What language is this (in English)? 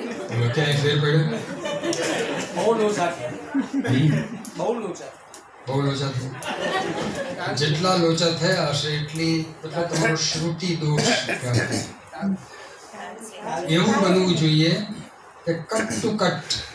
Gujarati